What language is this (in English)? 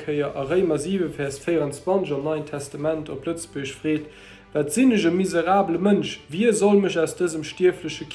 Luxembourgish